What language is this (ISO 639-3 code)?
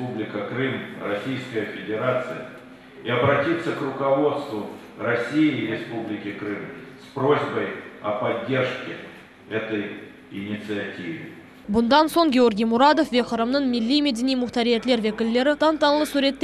crh